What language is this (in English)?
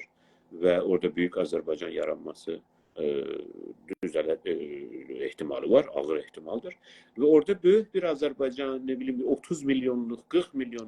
South Azerbaijani